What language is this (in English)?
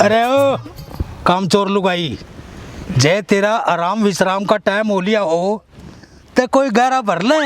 Haryanvi